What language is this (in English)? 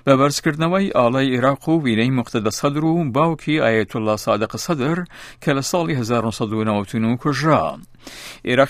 Central Kurdish